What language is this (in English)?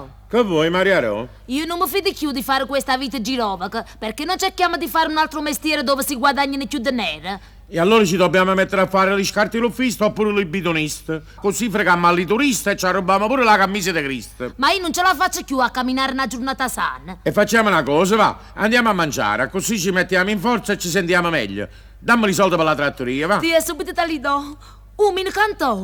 Neapolitan